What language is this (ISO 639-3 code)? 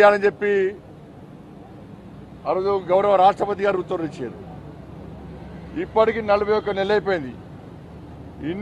tel